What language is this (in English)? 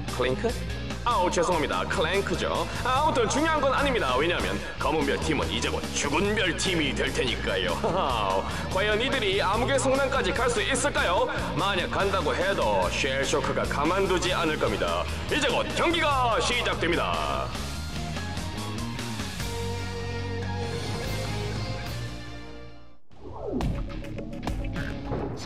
Korean